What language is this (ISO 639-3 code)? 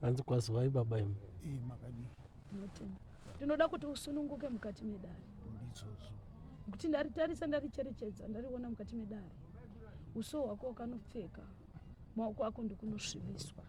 sna